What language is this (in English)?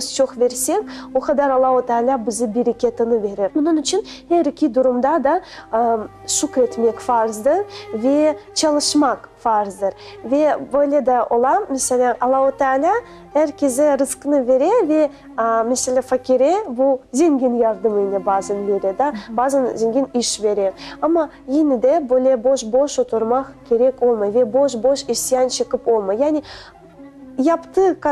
Crimean Tatar